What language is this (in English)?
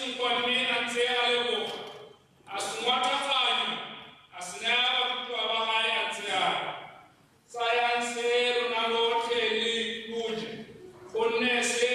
Tswana